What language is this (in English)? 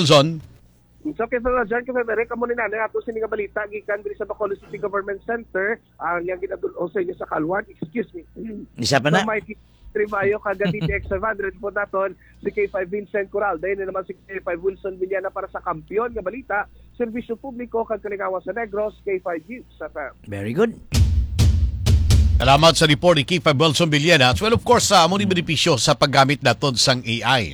Hiligaynon